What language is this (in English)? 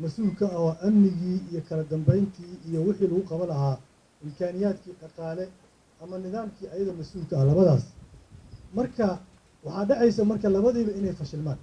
Somali